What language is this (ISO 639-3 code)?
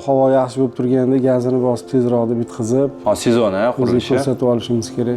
uzb